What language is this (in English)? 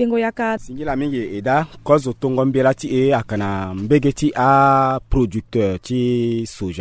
Sango